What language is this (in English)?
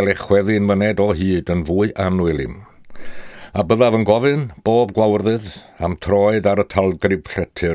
Welsh